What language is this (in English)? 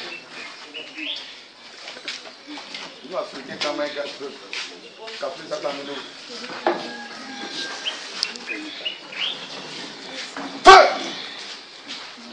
French